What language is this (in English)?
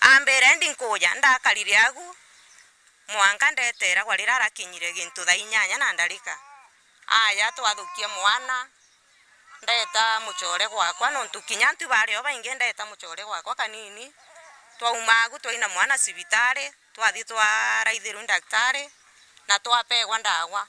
Meru